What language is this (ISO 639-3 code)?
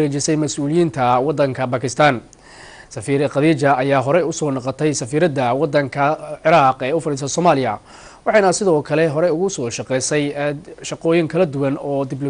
som